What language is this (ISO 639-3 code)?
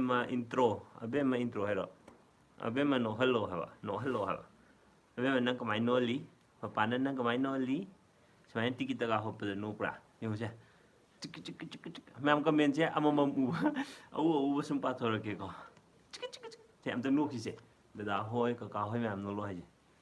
mni